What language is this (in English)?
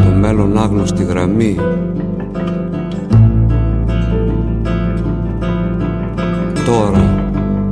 Greek